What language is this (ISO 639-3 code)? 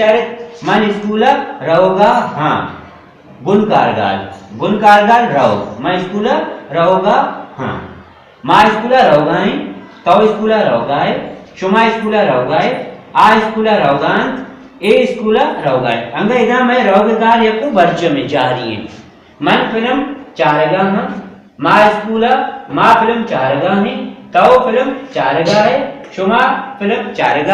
bal